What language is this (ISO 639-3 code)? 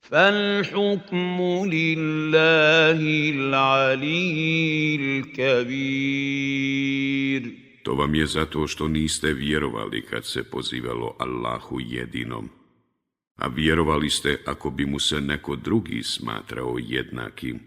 bos